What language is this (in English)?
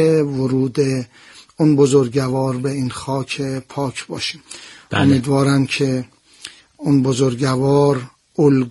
Persian